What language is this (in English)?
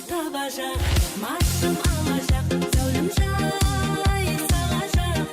Kara-Kalpak